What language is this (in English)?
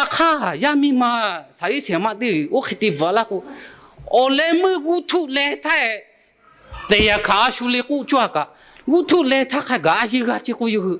Lahu